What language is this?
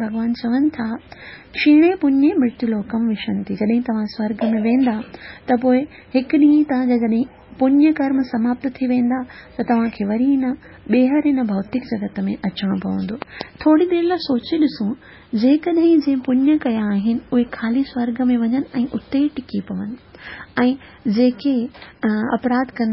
Sindhi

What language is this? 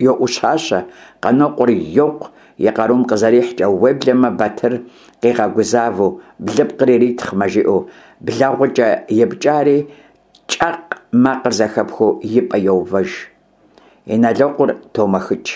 Kabardian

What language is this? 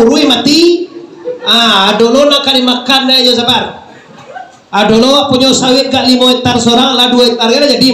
Minangkabau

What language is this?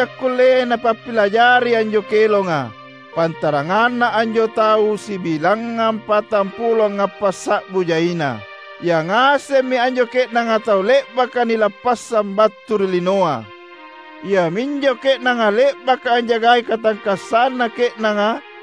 Makasar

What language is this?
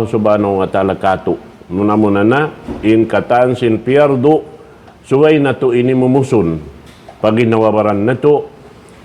Tausug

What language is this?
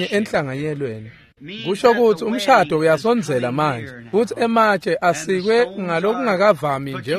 Swati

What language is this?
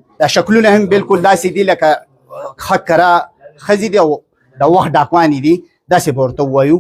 Pashto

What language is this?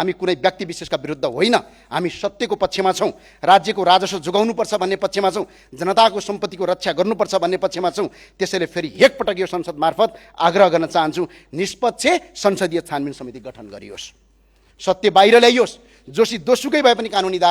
Nepali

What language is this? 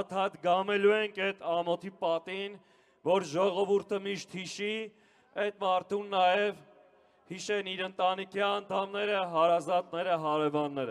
Armenian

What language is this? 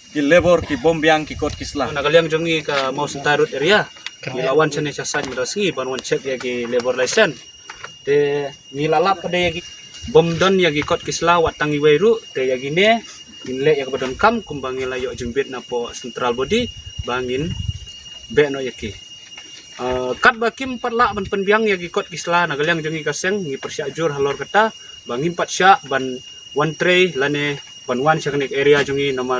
Khasi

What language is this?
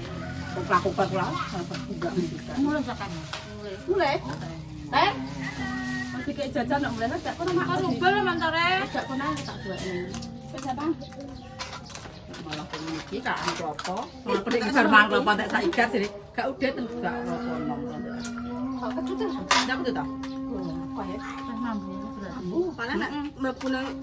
Javanese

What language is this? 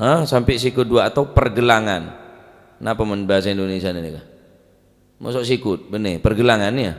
Madurese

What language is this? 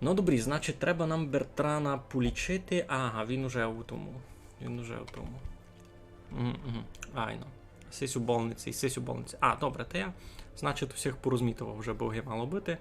Rusyn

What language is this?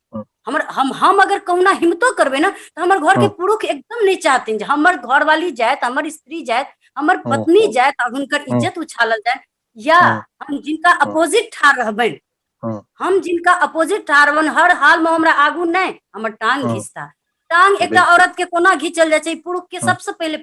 Maithili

